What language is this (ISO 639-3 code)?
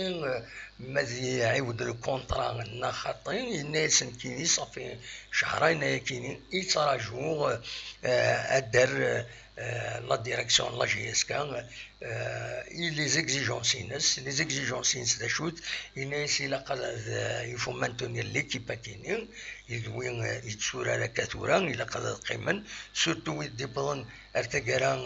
kab